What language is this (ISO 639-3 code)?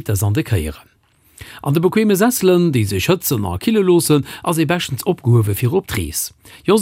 ltz